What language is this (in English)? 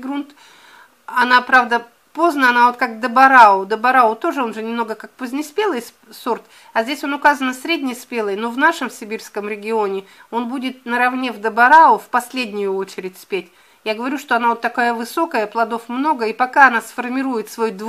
Russian